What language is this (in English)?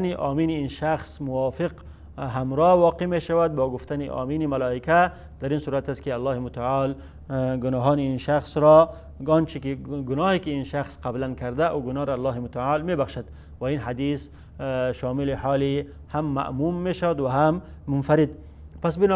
Tajik